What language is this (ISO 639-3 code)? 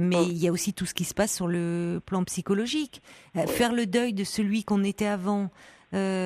fra